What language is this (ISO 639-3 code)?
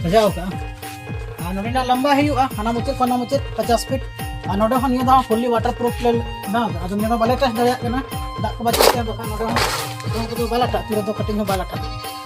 sat